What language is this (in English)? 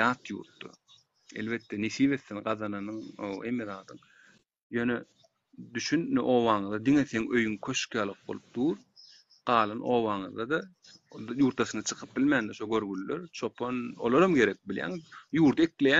Turkmen